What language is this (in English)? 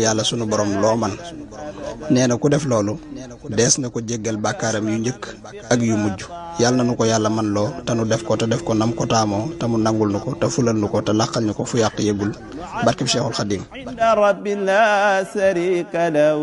Wolof